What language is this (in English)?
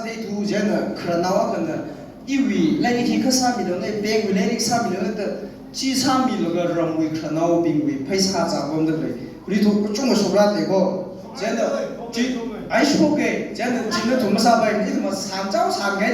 Tangkhul Naga (India)